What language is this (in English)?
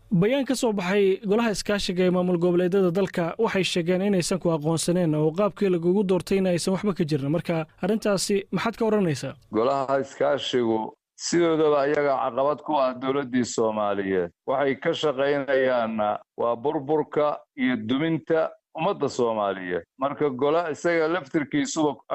Somali